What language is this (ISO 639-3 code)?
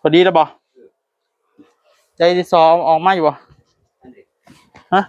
tts